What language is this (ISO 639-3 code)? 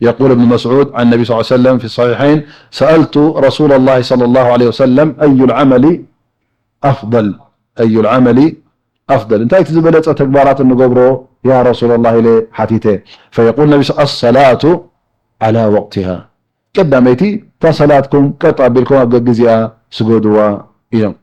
tir